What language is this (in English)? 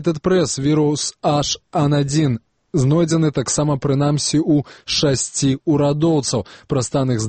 Belarusian